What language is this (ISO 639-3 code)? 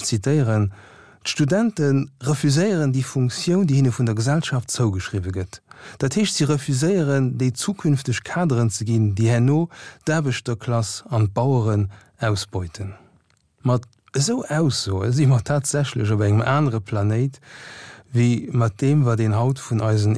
ltz